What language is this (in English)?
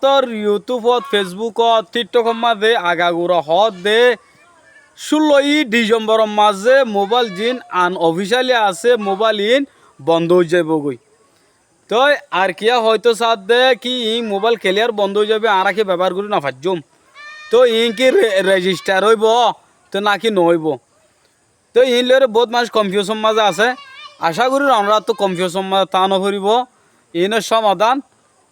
Rohingya